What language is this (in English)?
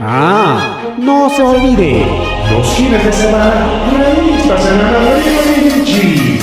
Ayacucho Quechua